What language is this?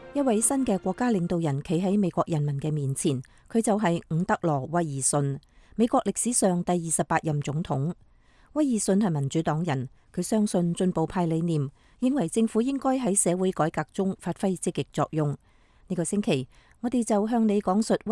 Cantonese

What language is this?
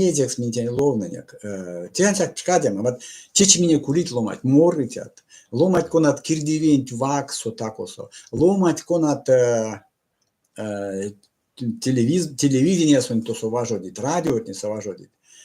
Erzya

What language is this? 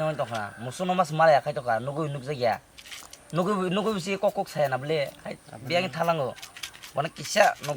Kok Borok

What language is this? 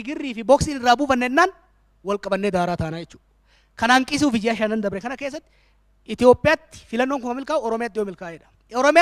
Oromo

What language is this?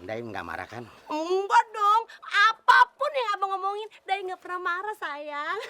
Betawi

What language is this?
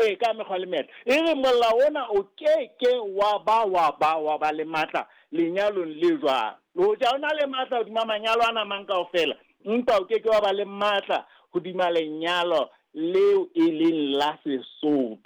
Southern Sotho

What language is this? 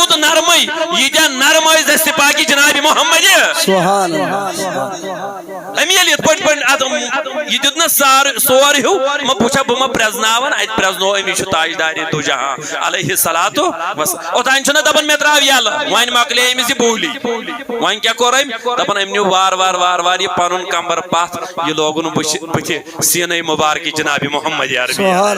Kashmiri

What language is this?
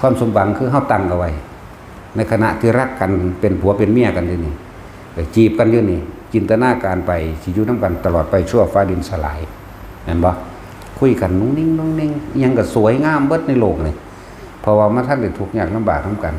Northeastern Thai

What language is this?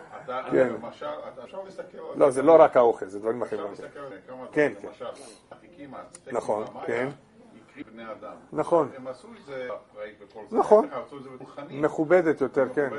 Hebrew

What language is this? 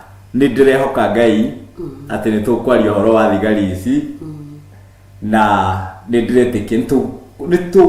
Kikuyu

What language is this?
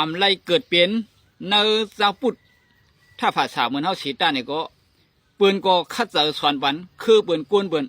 Shan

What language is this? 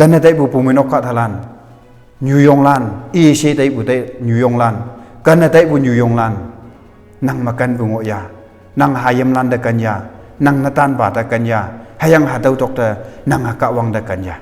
Konyak Naga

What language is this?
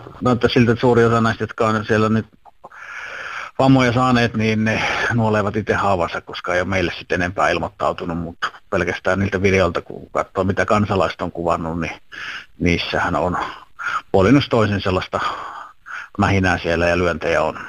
Finnish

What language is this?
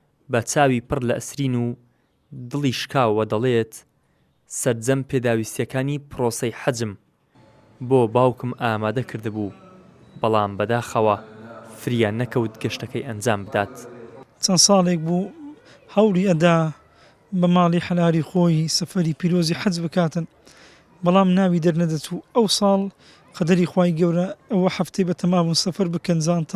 Central Kurdish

